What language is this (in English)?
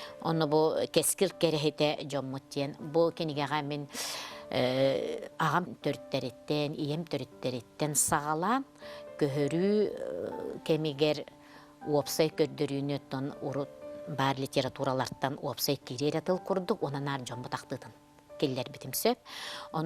Yakut